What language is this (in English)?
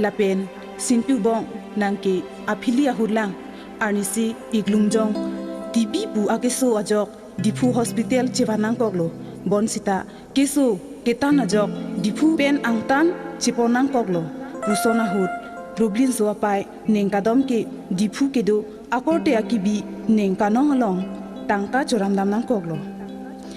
Karbi